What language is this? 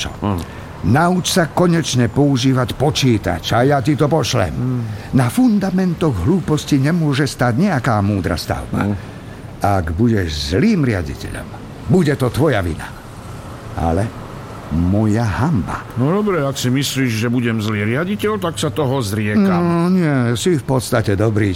Slovak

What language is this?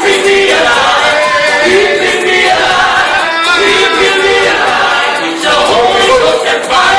Fijian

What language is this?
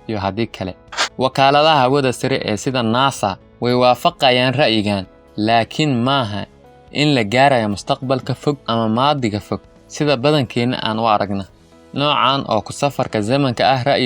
Somali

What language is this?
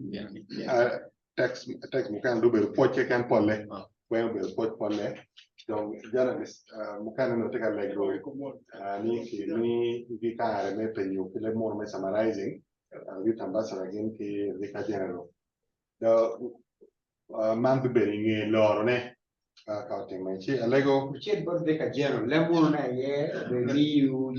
Acoli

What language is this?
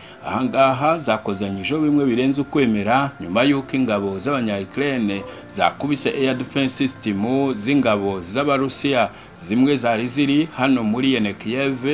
Kinyarwanda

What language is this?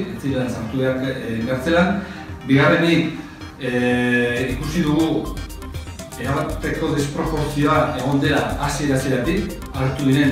Basque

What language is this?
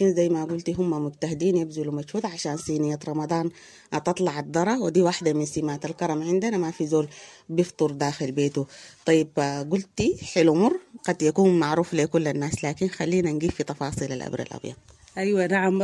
Sudanese Arabic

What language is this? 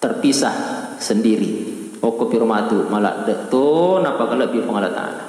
Buginese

